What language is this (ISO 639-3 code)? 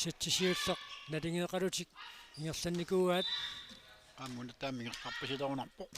kal